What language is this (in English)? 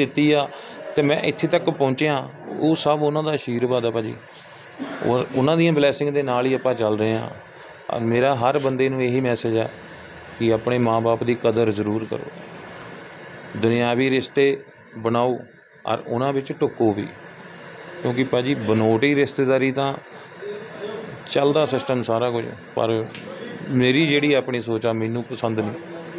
Punjabi